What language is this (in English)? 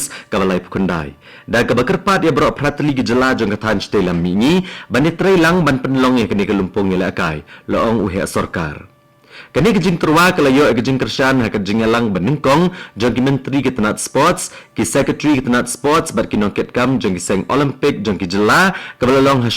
Khasi